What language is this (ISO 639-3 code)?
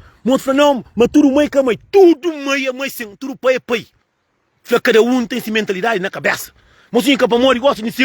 kea